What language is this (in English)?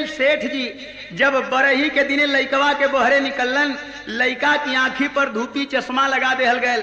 Bhojpuri